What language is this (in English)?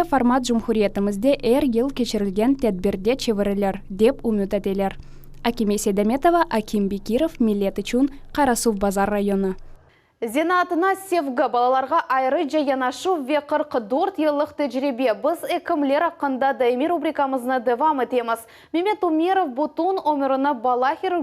Crimean Tatar